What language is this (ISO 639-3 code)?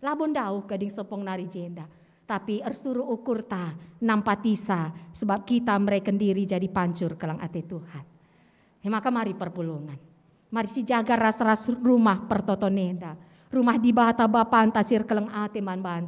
btx